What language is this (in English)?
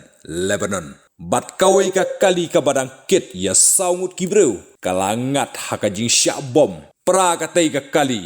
Khasi